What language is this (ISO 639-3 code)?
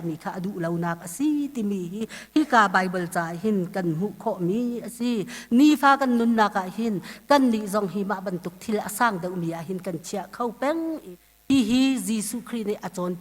cnh